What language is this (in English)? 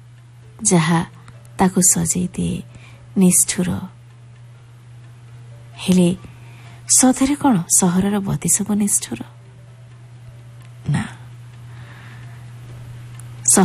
Odia